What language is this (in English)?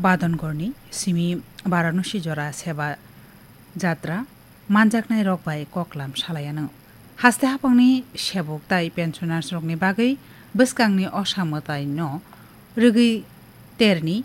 Kok Borok